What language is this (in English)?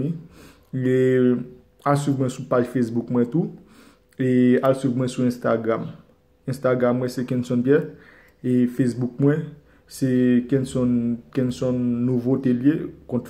Haitian Creole